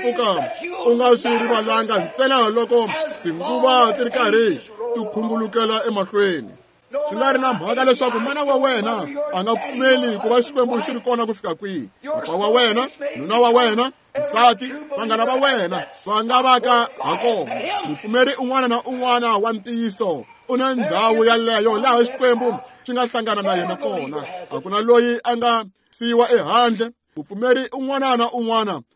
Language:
Tsonga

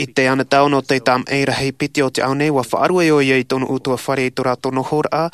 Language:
Tahitian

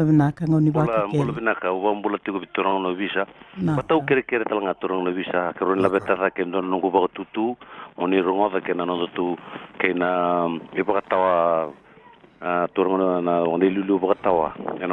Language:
Fijian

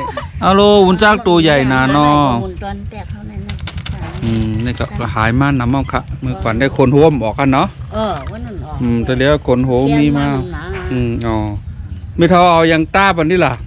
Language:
Shan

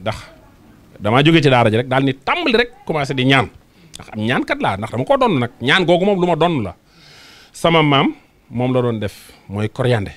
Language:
Wolof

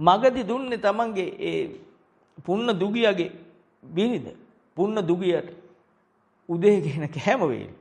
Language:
Sinhala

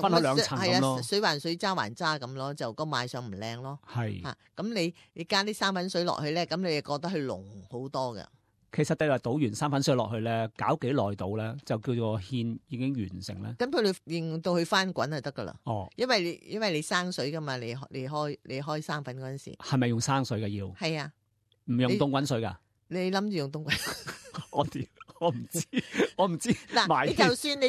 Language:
Cantonese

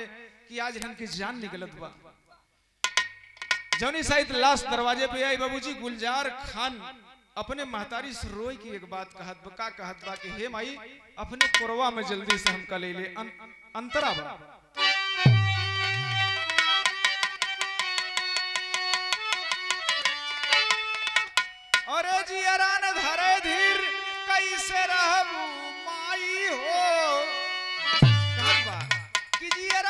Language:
Bhojpuri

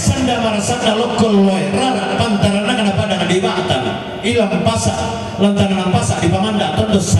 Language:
Toraja-Sa'dan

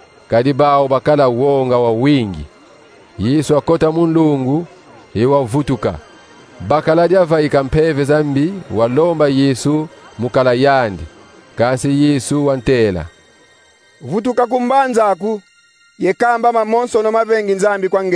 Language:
Kongo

